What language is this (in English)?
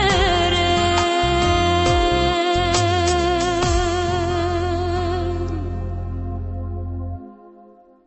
Tatar